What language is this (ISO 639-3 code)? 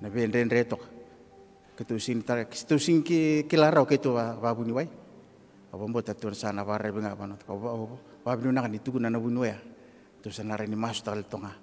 fij